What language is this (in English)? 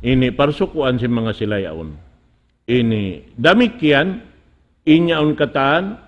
Tausug